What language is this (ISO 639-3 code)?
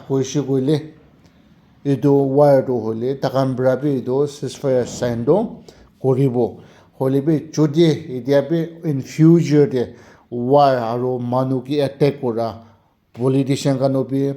nag